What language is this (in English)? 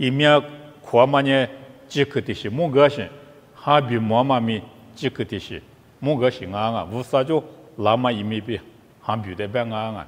Lisu